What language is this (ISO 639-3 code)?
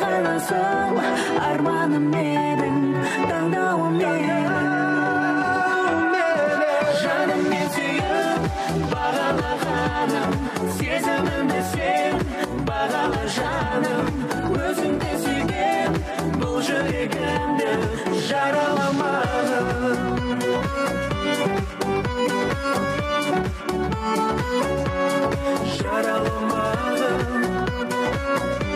kaz